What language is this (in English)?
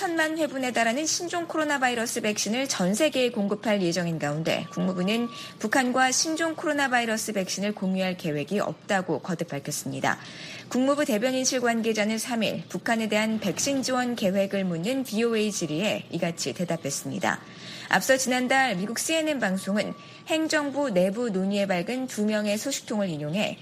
Korean